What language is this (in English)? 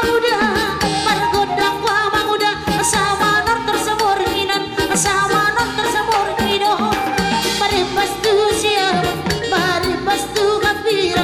Batak Karo